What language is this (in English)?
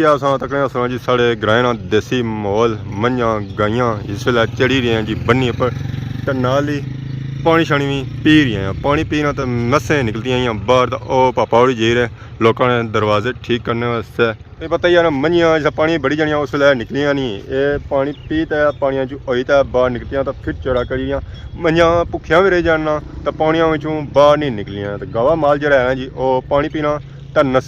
Pahari-Potwari